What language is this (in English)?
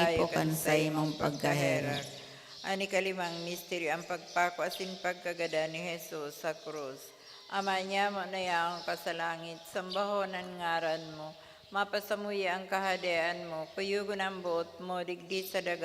Bikol